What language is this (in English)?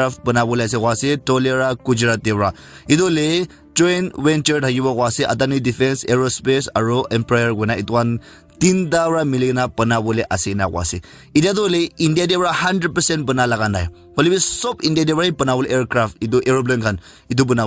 Naga Pidgin